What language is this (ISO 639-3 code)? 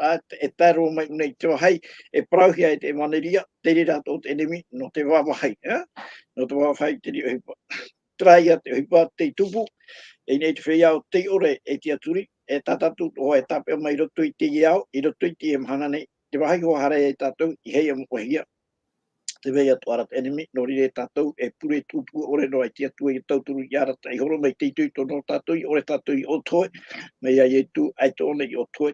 tah